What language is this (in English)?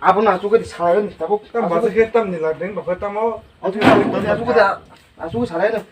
Kok Borok